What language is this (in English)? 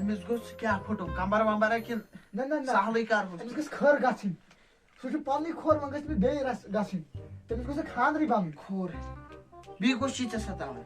Kashmiri